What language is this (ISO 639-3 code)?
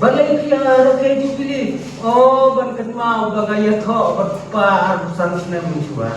kha